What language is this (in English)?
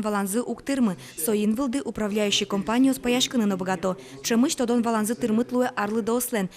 Udmurt